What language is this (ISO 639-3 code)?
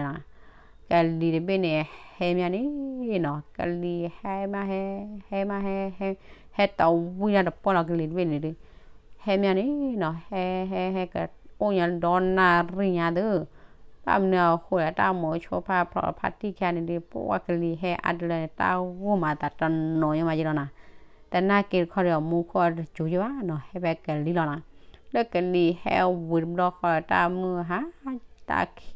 ksw